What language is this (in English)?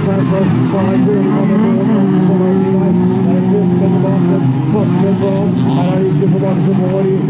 Norwegian